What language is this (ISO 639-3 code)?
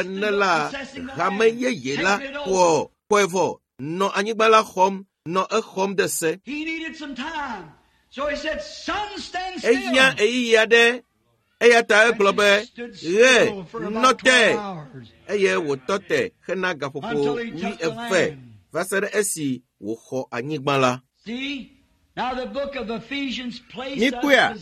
ewe